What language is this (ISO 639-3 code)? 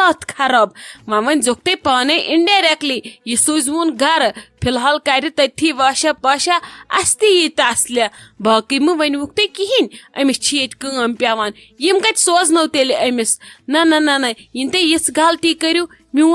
kas